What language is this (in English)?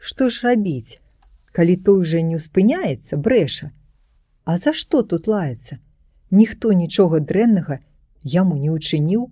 Belarusian